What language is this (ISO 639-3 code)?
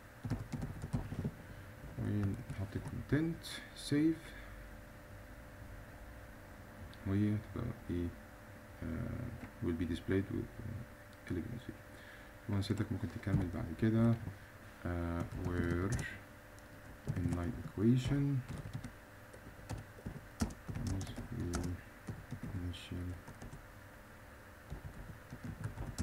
arz